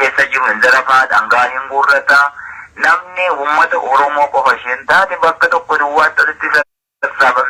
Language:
Oromo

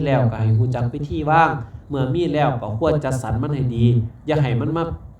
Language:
Lao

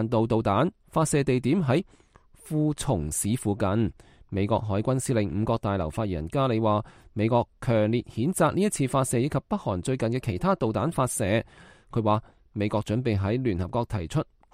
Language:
Cantonese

